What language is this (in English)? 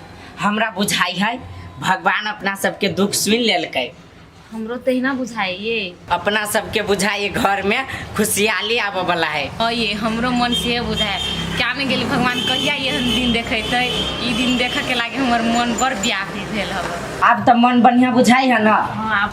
Maithili